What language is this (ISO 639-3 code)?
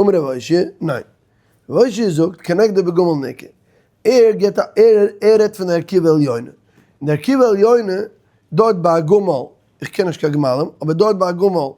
yid